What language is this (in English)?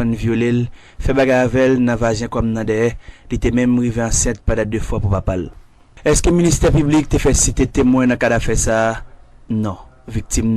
Haitian Creole